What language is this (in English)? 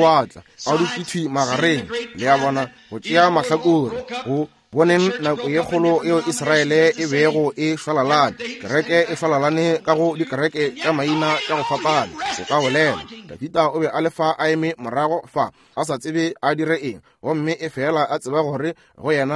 Northern Sotho